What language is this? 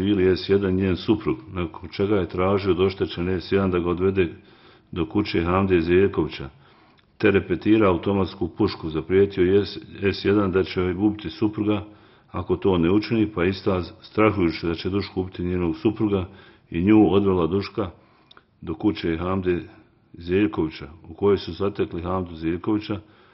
Bosnian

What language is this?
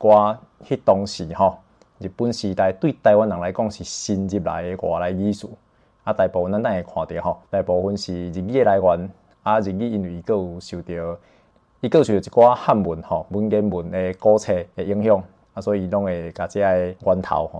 Min Nan Chinese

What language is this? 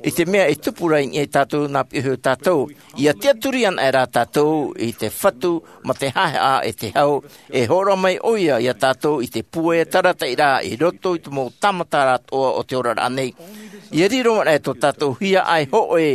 Tahitian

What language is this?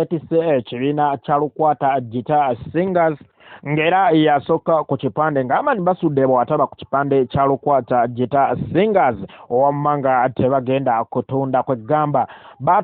Ganda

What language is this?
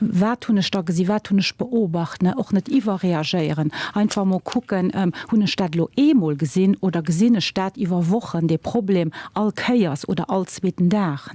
Luxembourgish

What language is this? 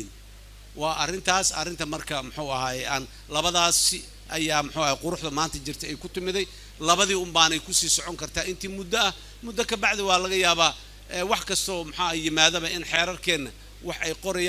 Somali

